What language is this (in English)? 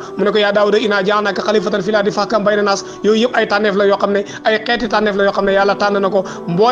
Wolof